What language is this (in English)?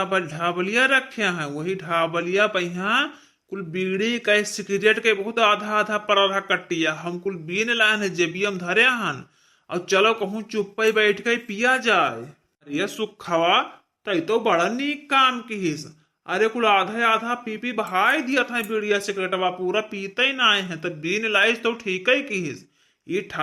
Awadhi